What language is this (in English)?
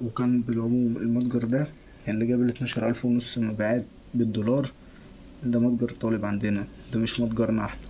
Egyptian Arabic